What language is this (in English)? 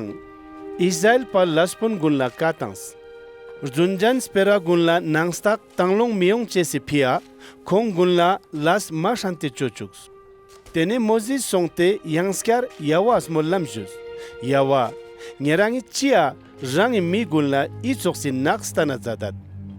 Ladakhi